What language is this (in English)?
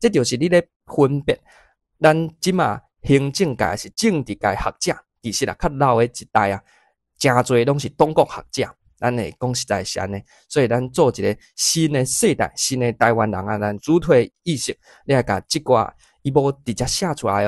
Min Nan Chinese